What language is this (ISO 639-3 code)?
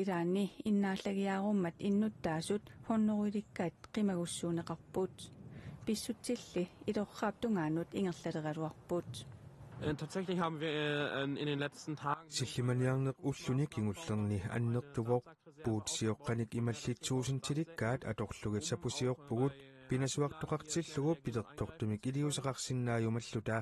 kal